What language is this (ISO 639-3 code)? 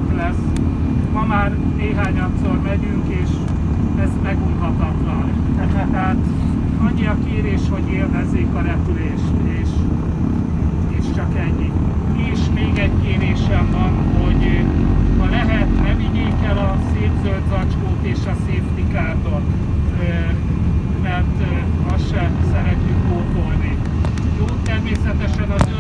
hun